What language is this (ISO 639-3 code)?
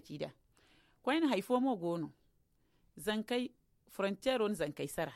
dje